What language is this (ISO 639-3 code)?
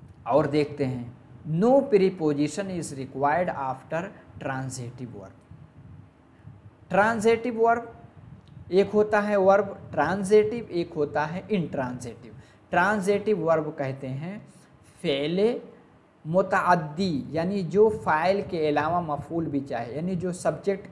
hin